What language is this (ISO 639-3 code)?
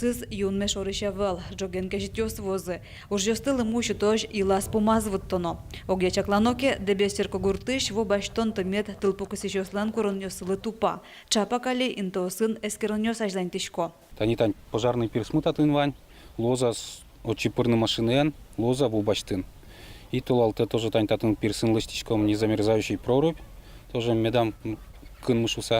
udm